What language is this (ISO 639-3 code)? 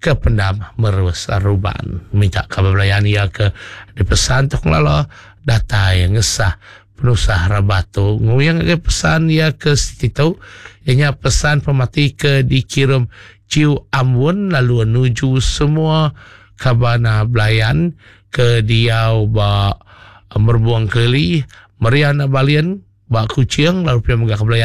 iba